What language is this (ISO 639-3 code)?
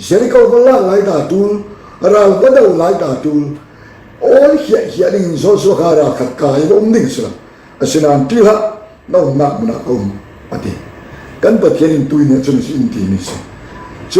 cfm